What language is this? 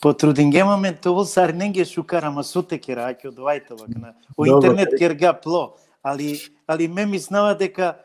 Balkan Romani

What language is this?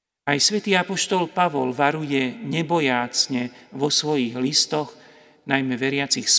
Slovak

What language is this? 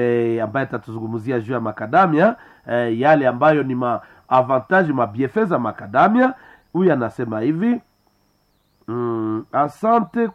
Swahili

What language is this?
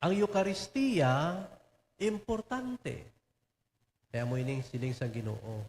Hiligaynon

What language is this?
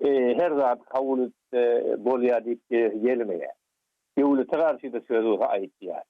Turkmen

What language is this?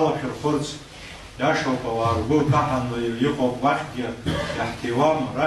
Abkhazian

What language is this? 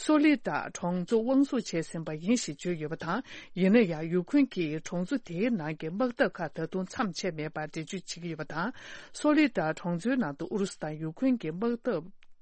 Tibetan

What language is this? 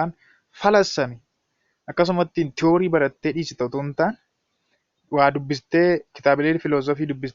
Oromo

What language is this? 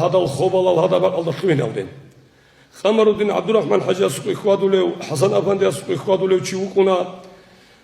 Avaric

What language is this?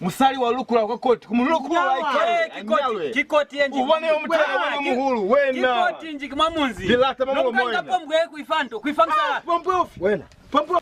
Lozi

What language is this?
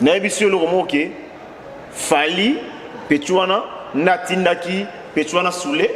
Lingala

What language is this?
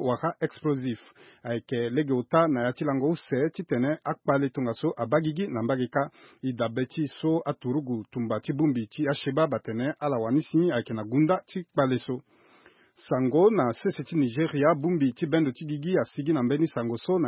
Sango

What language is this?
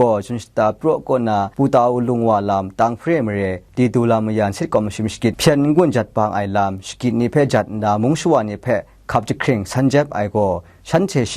Kachin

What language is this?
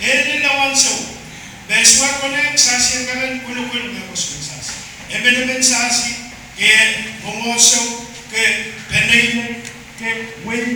Pohnpeian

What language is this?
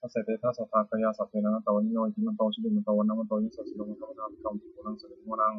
Pali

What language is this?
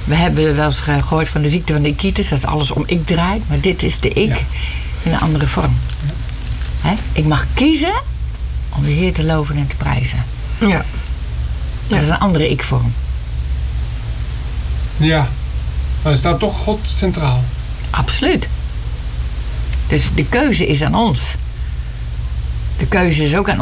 Dutch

